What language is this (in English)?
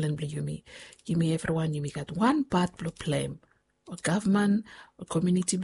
Bislama